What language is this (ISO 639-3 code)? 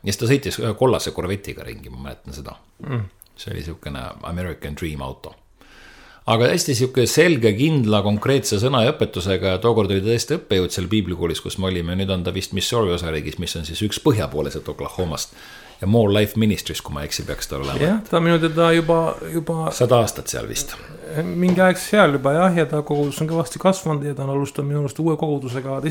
est